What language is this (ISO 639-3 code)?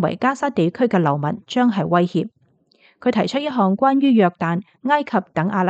yue